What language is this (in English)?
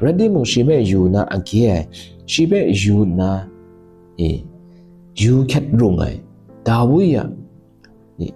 Kachin